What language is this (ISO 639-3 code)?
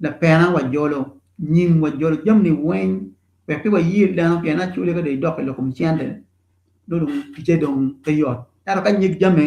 ach